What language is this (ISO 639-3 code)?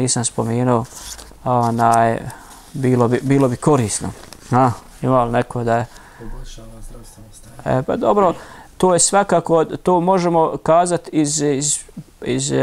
bos